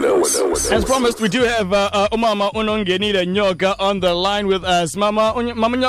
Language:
Xhosa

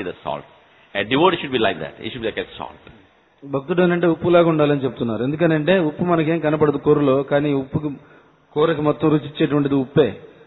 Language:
Telugu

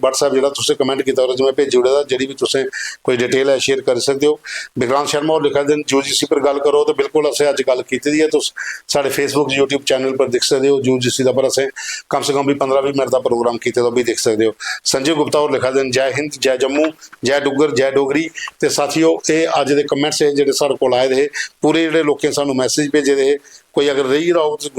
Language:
Dogri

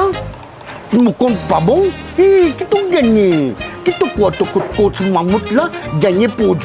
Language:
Morisyen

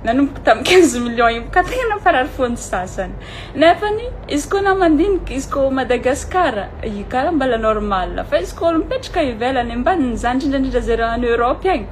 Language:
Malagasy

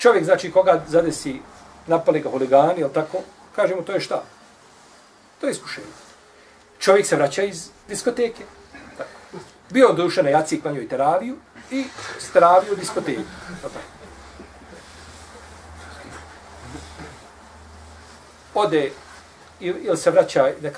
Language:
Bosnian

